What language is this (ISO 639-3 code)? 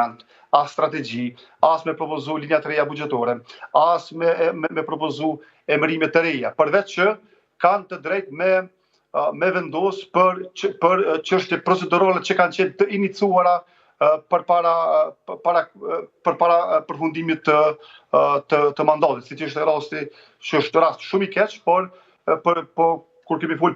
sqi